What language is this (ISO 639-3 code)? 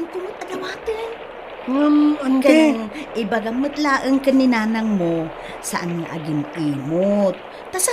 ilo